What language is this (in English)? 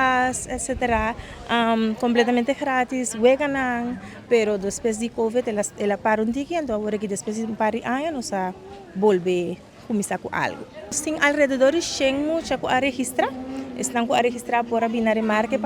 Papiamento